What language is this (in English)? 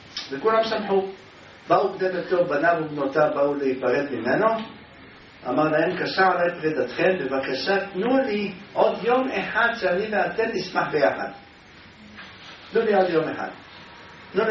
Hebrew